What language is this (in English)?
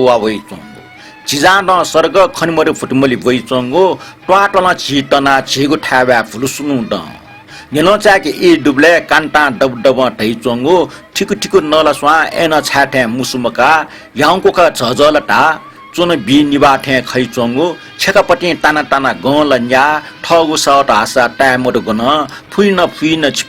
Newari